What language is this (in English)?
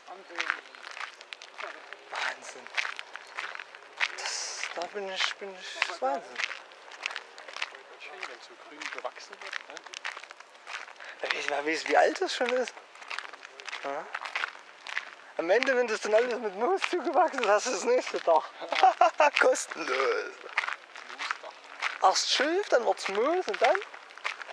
German